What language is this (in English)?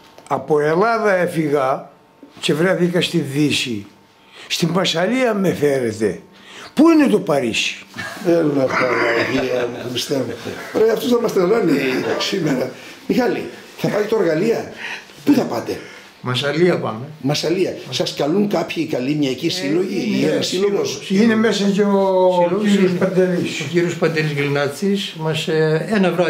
Greek